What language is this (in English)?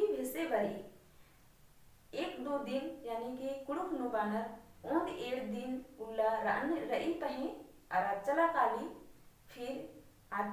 Kurukh